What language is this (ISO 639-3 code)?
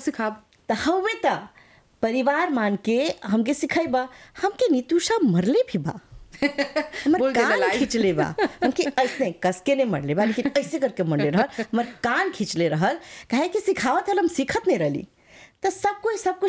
bho